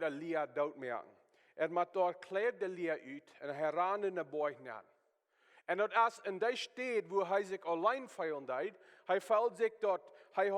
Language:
Plautdietsch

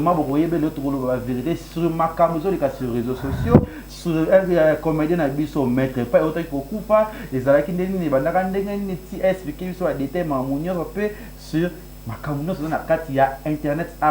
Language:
Lingala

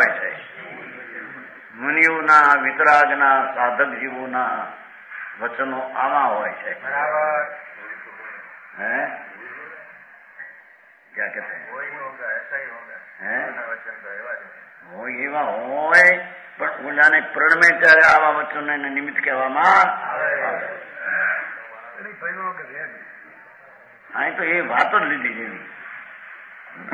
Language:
Gujarati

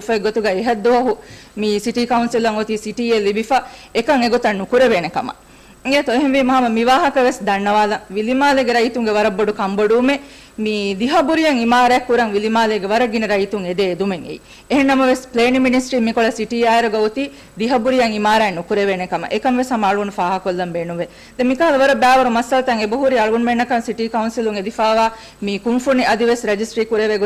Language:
Divehi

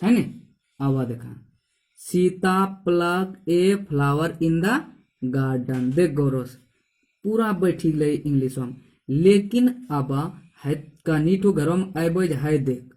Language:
Angika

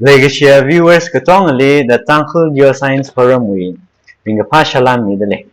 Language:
Tangkhul Naga (India)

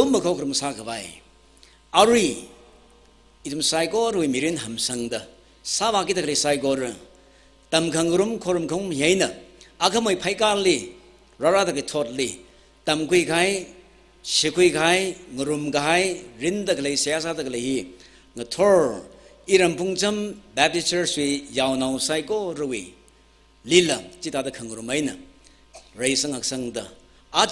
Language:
Tangkhul Naga (India)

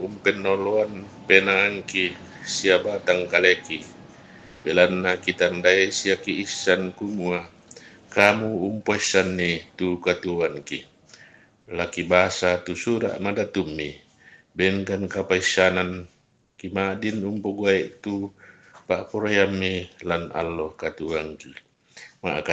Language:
Toraja-Sa'dan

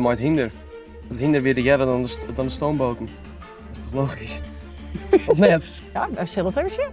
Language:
Western Frisian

